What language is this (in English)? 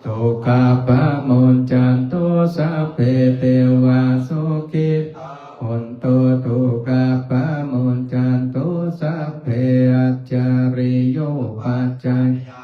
Pali